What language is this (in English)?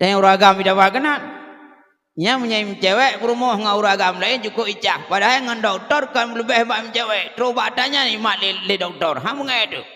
Achinese